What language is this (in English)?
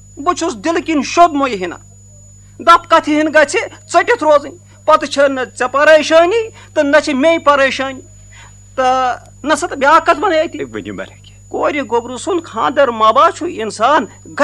Kashmiri